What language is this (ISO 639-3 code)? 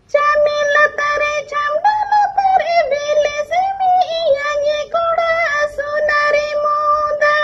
sat